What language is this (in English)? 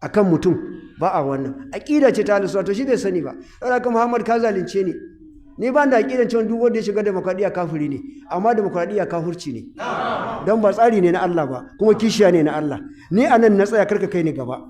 Hausa